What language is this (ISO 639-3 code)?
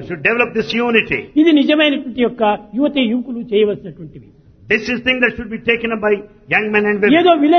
tel